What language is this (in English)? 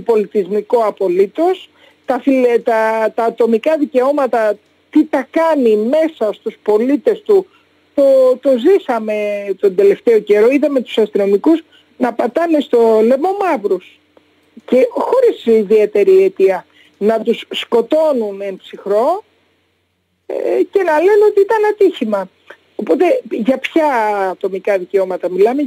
Greek